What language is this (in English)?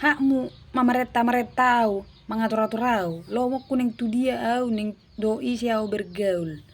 Batak Toba